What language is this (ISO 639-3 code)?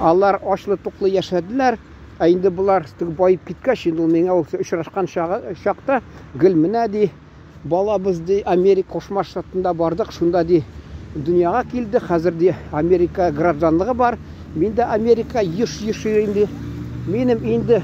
tat